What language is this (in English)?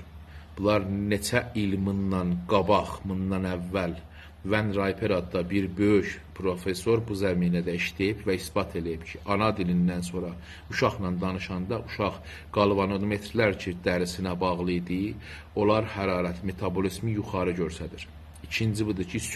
South Azerbaijani